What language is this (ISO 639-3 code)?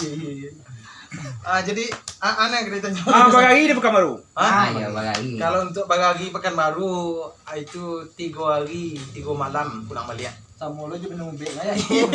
min